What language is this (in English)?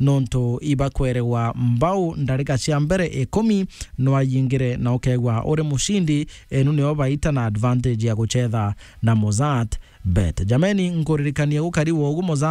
Meru